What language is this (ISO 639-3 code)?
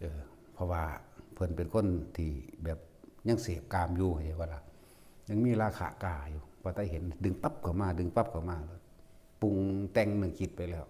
lao